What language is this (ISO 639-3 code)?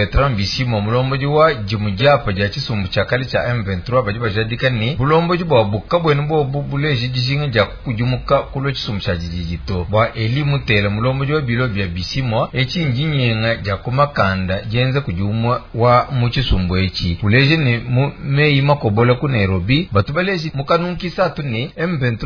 lua